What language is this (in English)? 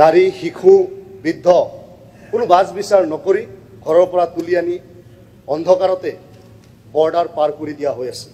Assamese